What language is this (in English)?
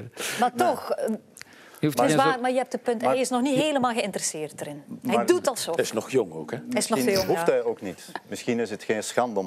Dutch